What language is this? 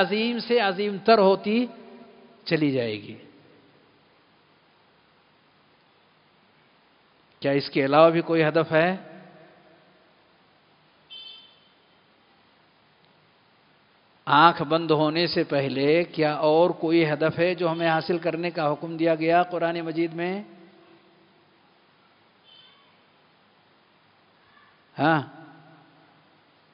Urdu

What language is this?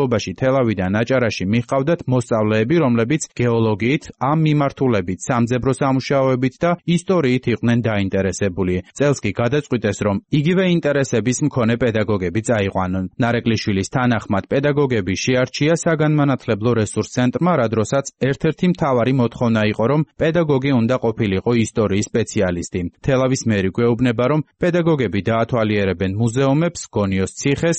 Georgian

